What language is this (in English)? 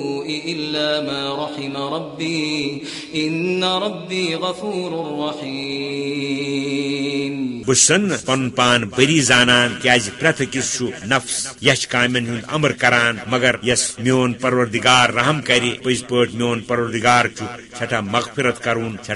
Kashmiri